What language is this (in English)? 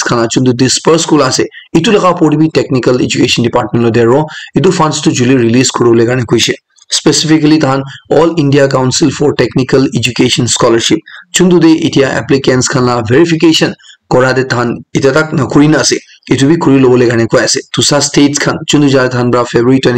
Naga Pidgin